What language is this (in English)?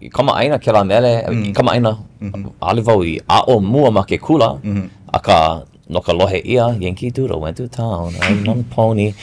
Hawaiian